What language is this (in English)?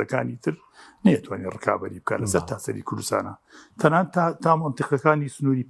Central Kurdish